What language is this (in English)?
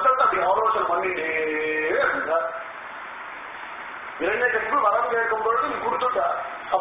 Tamil